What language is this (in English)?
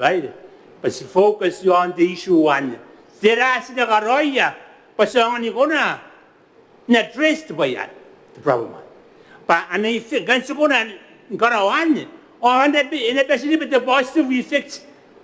Gilbertese